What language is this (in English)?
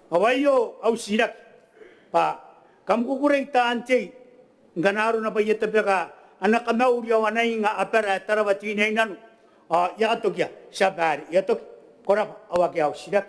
Gilbertese